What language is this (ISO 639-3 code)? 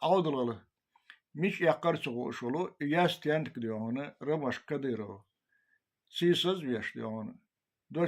che